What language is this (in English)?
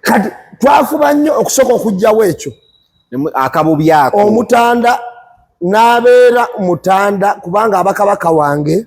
Ganda